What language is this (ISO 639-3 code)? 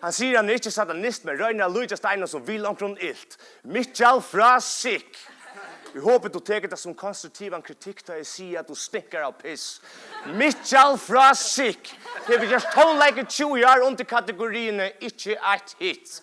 fao